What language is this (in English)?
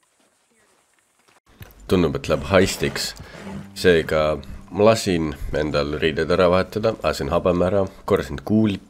Estonian